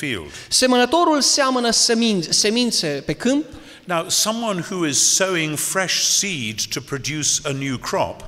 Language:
Romanian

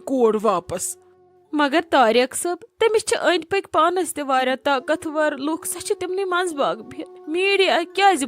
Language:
Kashmiri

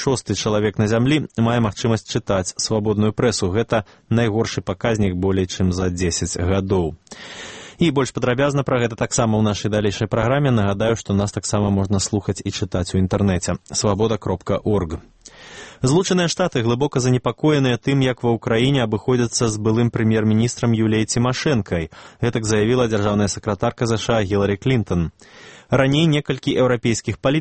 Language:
Belarusian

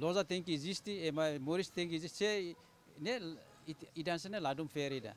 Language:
Tetum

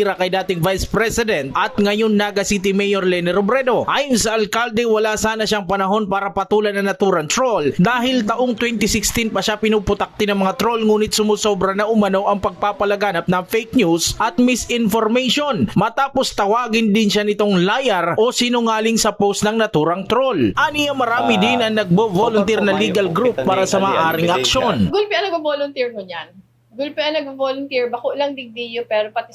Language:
Bikol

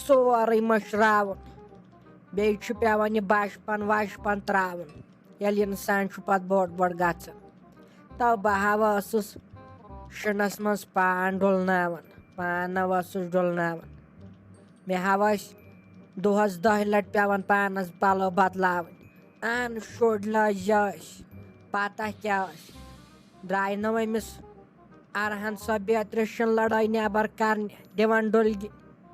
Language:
Kashmiri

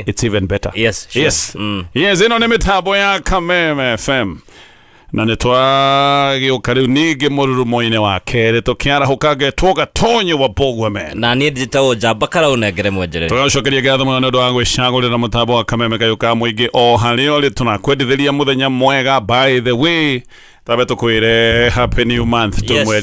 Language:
Kikuyu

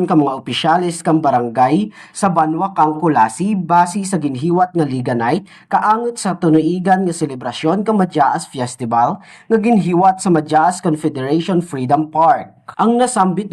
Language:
Kinaray-a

